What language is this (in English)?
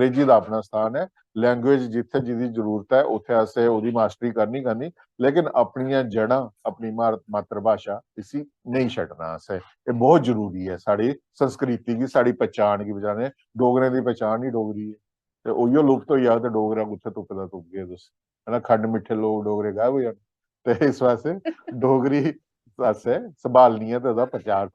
Dogri